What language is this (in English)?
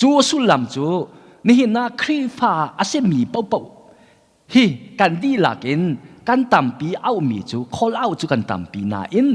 Hakha Chin